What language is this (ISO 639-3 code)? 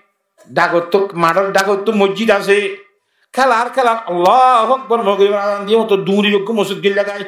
rhg